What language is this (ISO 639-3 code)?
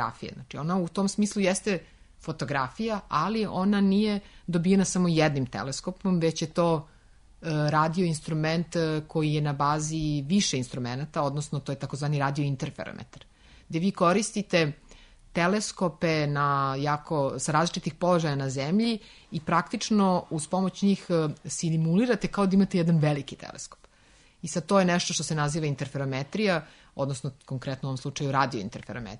srp